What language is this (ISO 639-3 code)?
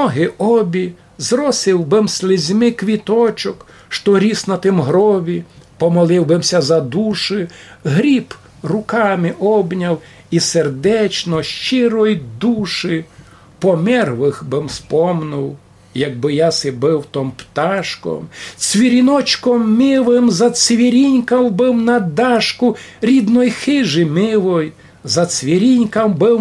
rue